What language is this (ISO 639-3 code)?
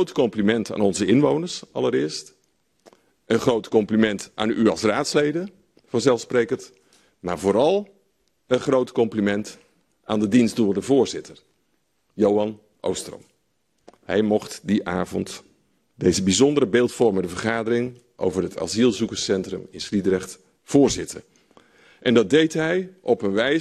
nld